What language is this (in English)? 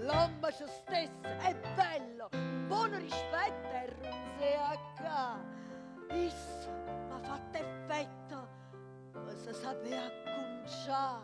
Neapolitan